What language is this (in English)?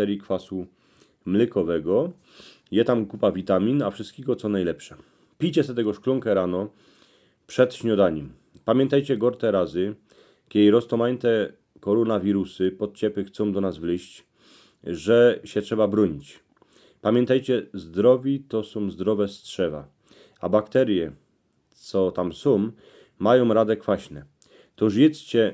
Silesian